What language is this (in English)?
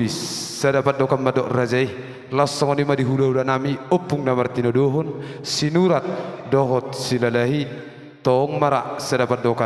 Batak Toba